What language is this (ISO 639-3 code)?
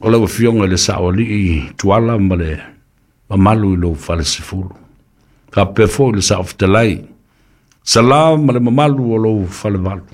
smo